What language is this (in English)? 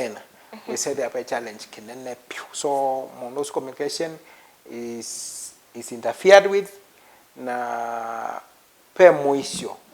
Kamba